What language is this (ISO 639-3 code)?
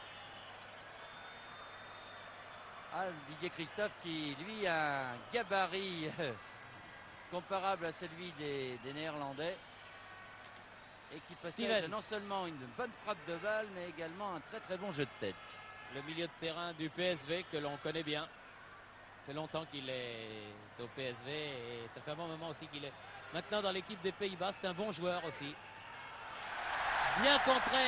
fra